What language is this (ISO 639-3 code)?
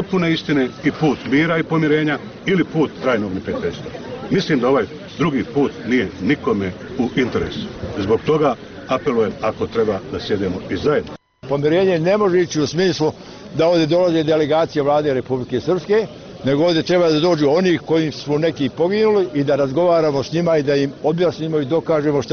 bos